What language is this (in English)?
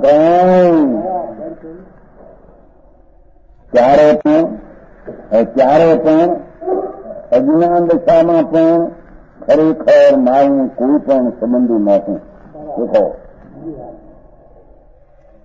Gujarati